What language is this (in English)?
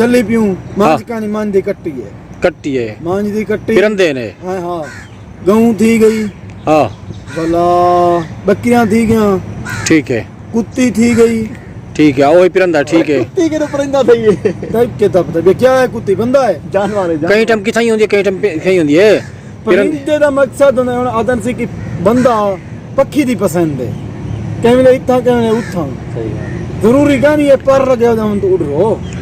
Saraiki